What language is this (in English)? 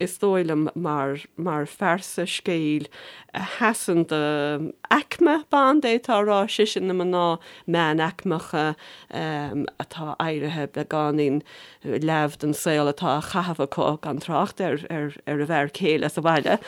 Irish